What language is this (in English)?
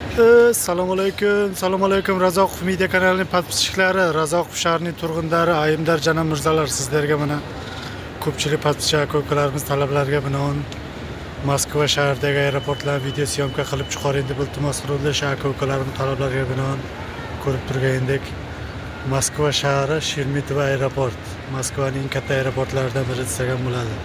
Uzbek